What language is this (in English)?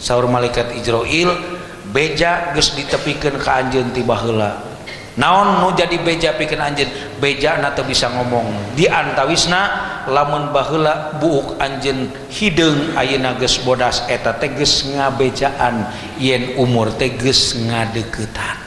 Sundanese